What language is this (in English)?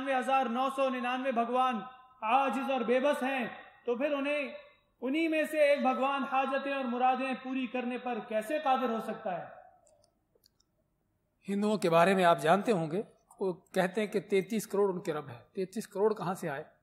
Urdu